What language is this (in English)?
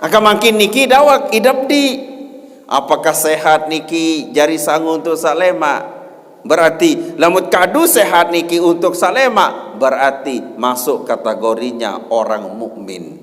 Sasak